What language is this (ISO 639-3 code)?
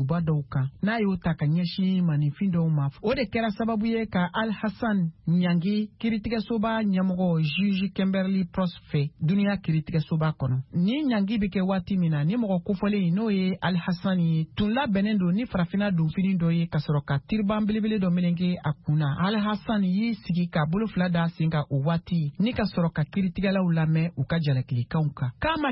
bam